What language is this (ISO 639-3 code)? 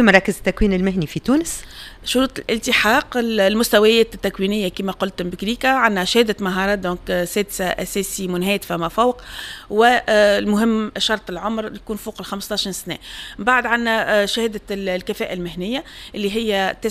aeb